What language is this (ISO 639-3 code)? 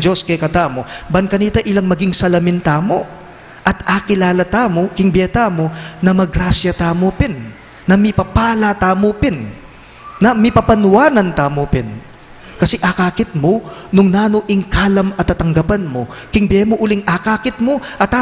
pam